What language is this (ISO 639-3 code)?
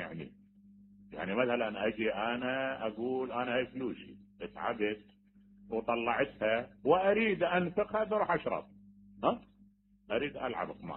acm